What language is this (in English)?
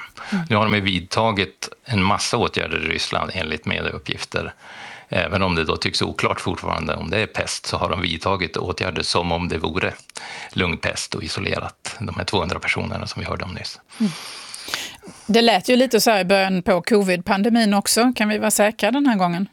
Swedish